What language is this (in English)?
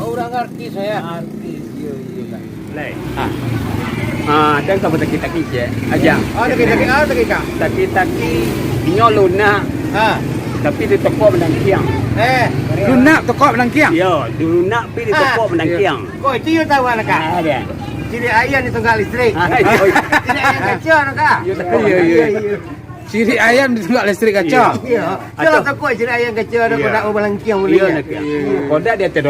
Minangkabau